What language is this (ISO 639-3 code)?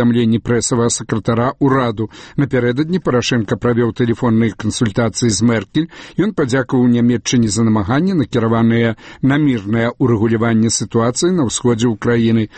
bel